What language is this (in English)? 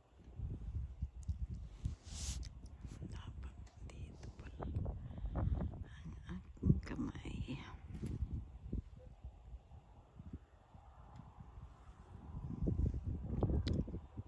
Filipino